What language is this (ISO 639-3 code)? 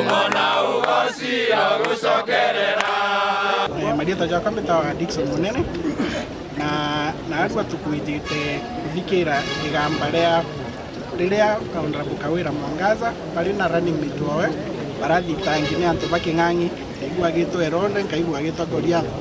mer